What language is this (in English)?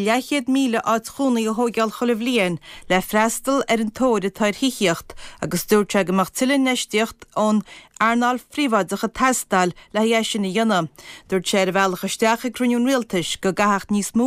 Irish